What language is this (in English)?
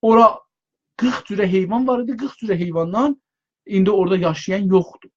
South Azerbaijani